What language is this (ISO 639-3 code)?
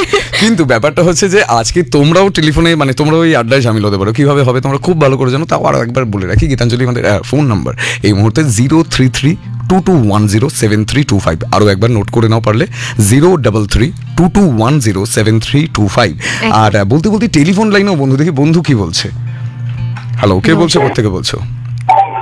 ben